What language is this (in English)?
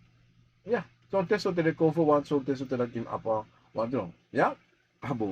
Sranan Tongo